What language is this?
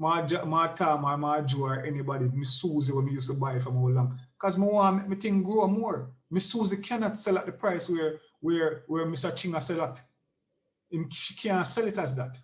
Jamaican Creole English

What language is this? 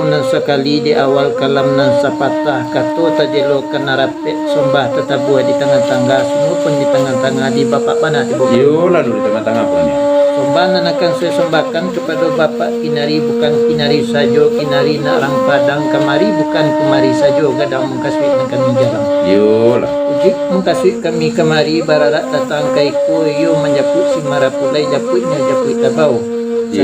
Minangkabau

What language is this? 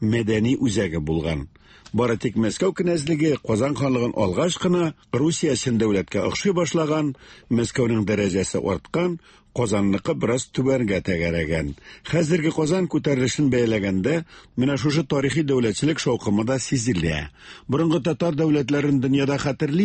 Tatar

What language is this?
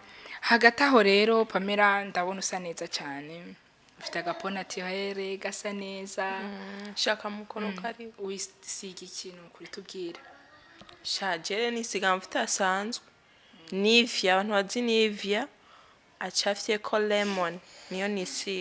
Rundi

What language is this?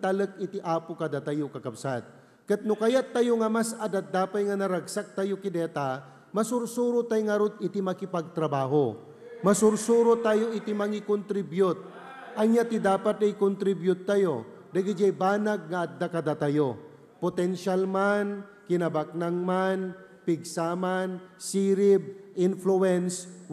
Iloko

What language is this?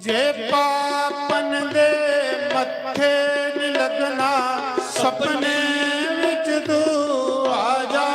Dogri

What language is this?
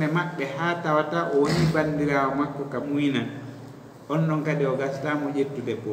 Fula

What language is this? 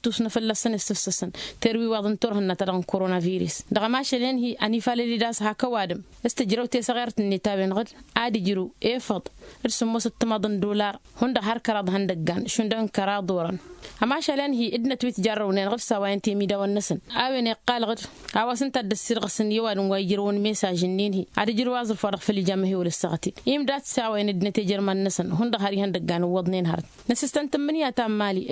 Tamasheq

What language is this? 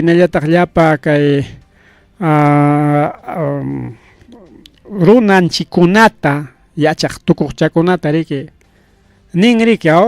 Ayacucho Quechua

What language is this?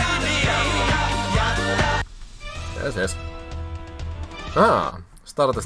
Finnish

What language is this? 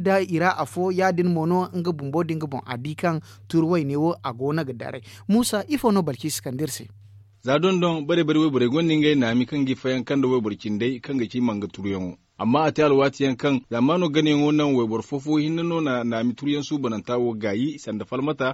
Zarma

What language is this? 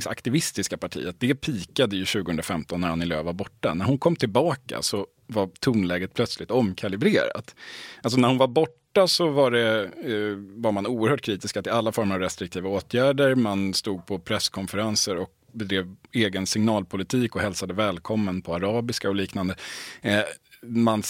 Swedish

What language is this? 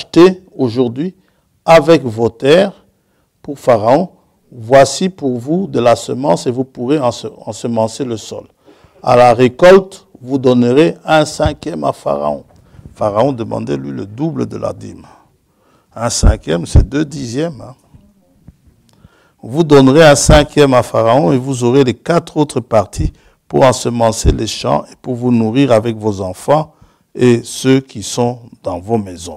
French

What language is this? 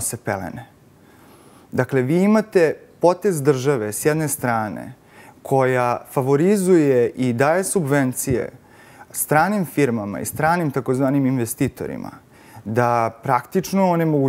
Serbian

